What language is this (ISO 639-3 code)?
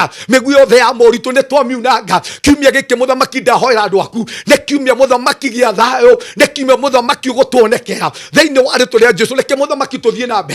kik